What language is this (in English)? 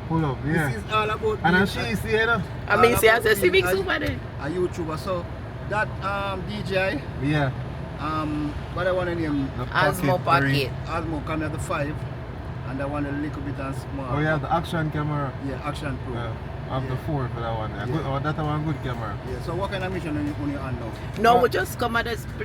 Jamaican Creole English